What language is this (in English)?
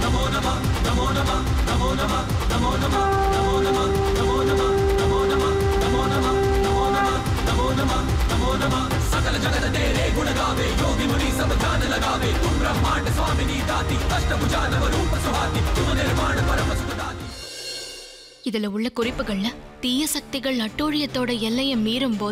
Tamil